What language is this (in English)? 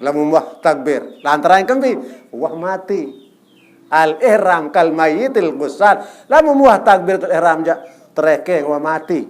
Sasak